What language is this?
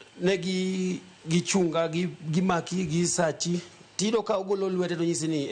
Luo (Kenya and Tanzania)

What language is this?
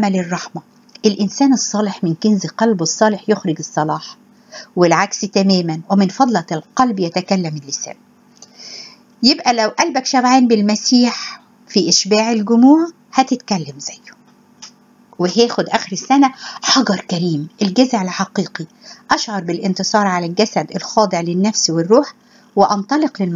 Egyptian Arabic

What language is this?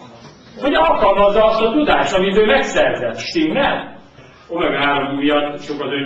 Hungarian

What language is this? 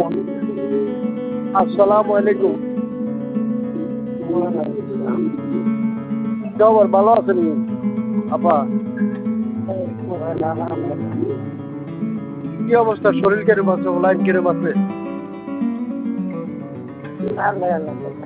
Bangla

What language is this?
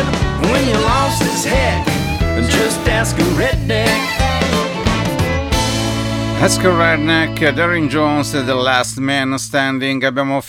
English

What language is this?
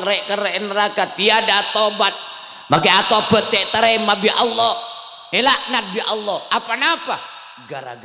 Madurese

